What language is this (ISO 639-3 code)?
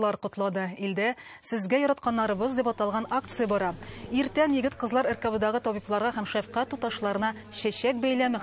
tat